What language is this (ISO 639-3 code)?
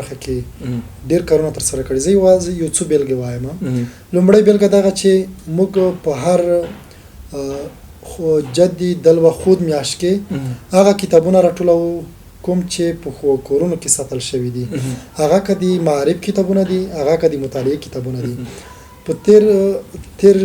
pus